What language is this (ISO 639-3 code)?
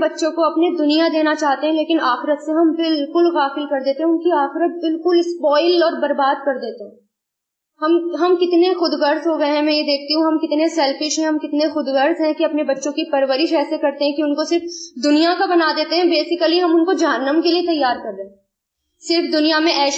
urd